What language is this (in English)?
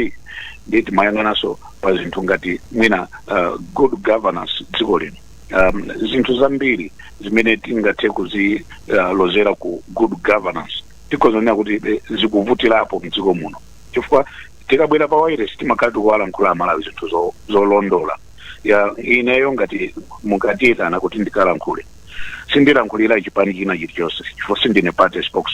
Nyanja